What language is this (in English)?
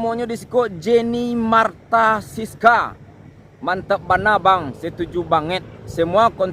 Minangkabau